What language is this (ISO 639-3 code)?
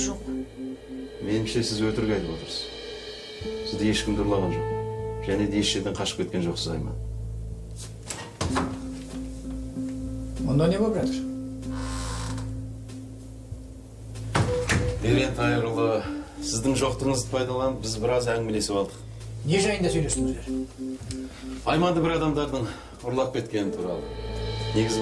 kaz